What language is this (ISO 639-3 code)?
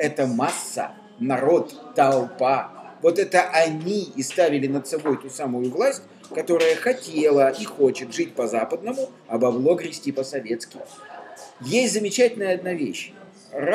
rus